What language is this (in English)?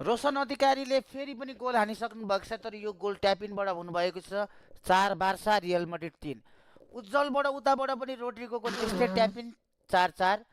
Nepali